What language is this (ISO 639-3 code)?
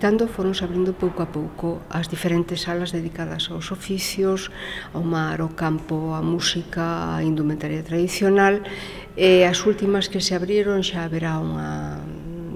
glg